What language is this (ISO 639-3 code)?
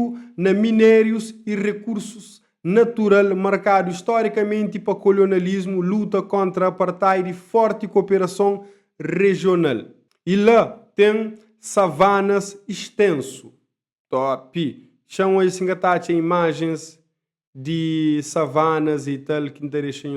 kea